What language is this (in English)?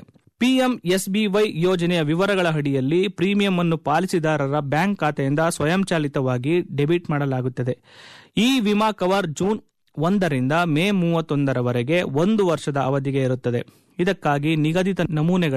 Kannada